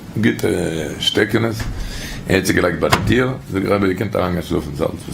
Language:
Yiddish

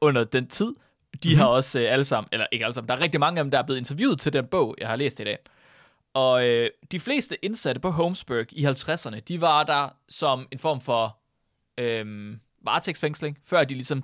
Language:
Danish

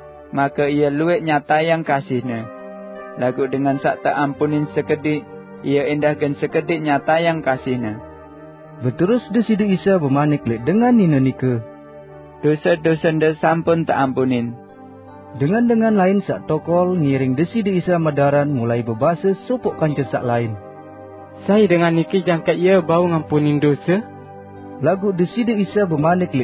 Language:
Sasak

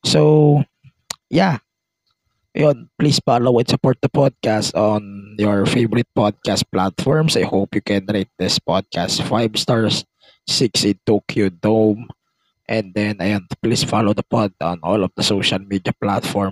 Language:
Filipino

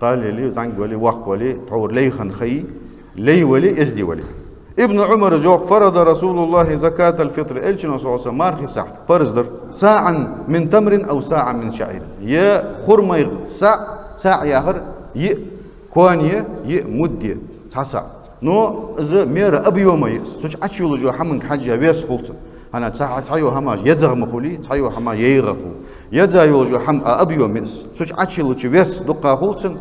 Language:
Ingush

